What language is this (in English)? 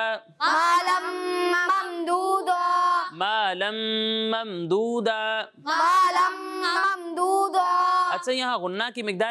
Urdu